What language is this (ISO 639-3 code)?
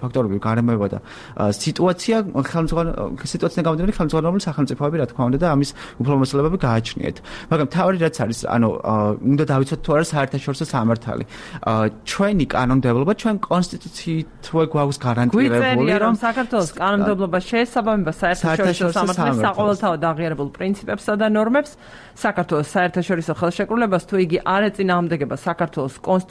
kat